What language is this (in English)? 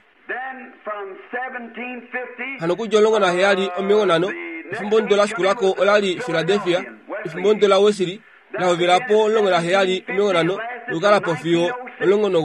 Kuanyama